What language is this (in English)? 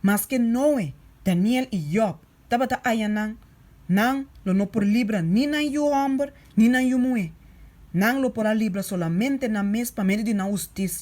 Papiamento